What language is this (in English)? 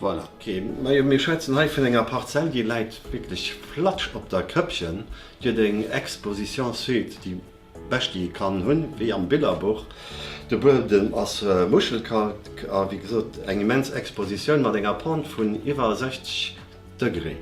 Luxembourgish